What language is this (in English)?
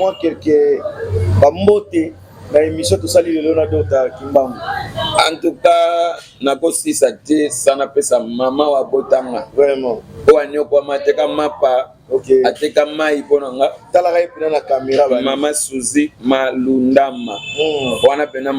Lingala